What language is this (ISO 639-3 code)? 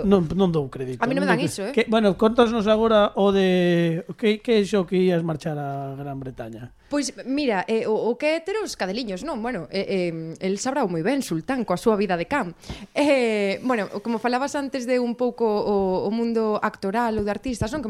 glg